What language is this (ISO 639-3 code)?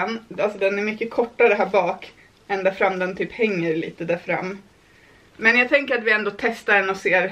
swe